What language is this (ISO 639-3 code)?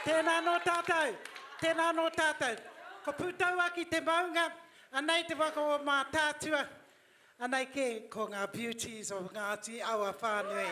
mri